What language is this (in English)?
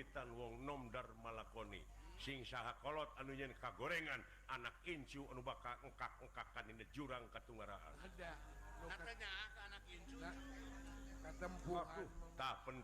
Sundanese